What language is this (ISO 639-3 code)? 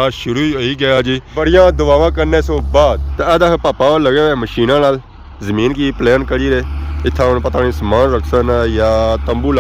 phr